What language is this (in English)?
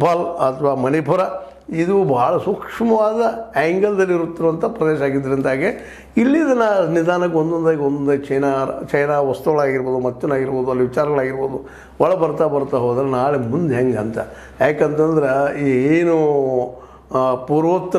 Kannada